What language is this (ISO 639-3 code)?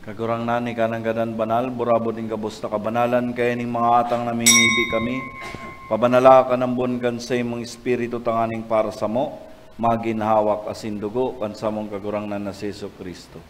bik